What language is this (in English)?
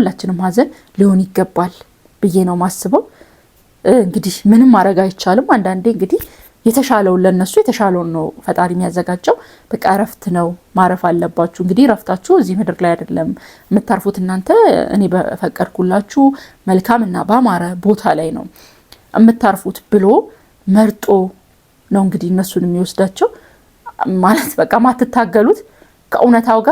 Amharic